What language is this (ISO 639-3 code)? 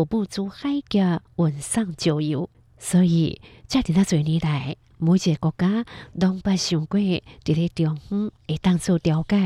hak